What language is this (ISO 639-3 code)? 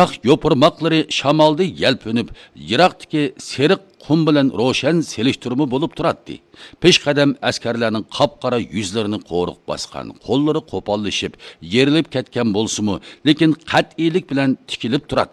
uig